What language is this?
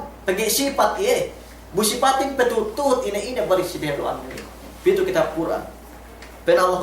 Yakan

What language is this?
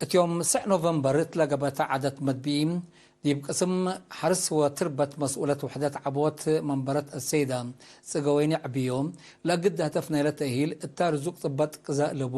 Tigre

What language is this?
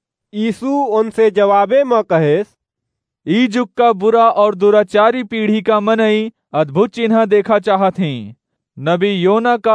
Awadhi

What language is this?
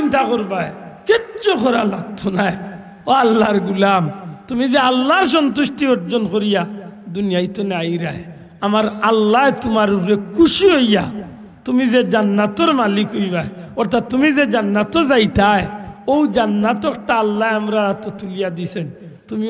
Sylheti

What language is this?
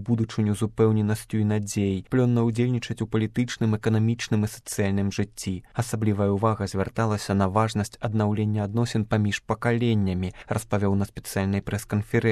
Belarusian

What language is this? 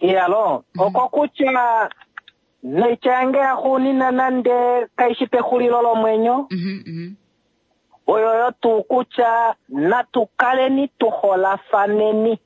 Kuanyama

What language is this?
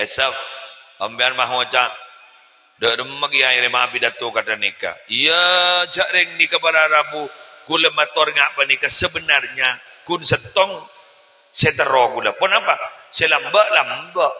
Madurese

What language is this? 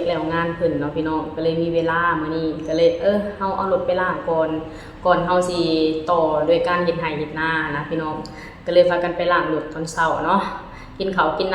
Lao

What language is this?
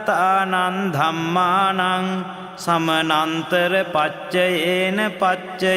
Pali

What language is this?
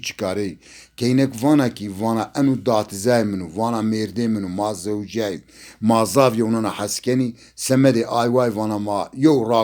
Zaza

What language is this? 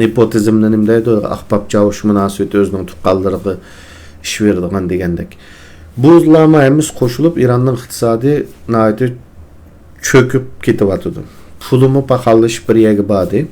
Uyghur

